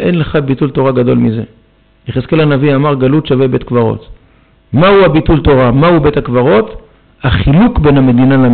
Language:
Hebrew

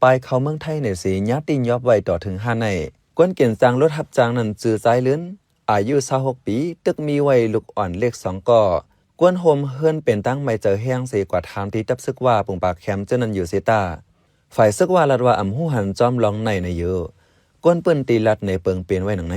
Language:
Shan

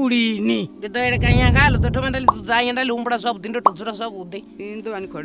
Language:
Venda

